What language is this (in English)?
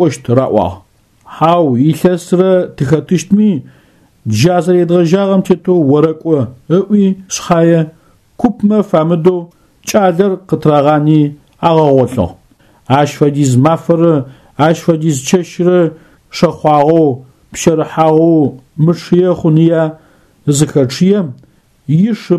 Adyghe